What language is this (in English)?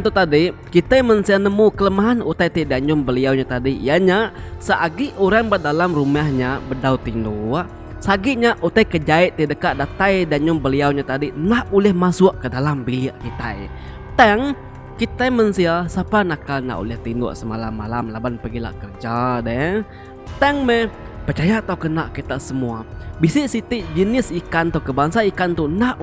Iban